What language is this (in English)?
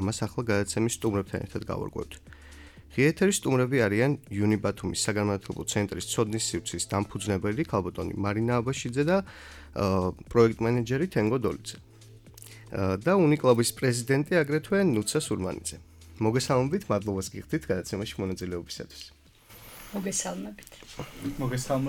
Georgian